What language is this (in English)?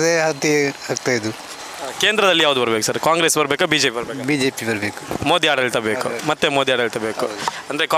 Kannada